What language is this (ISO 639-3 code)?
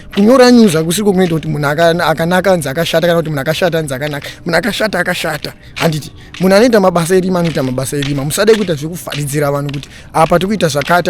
sna